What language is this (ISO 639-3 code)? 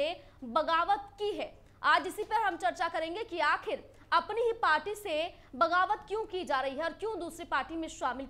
hin